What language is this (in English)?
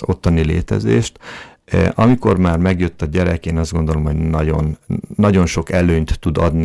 Hungarian